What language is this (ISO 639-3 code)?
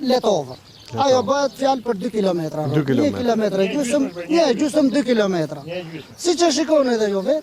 sqi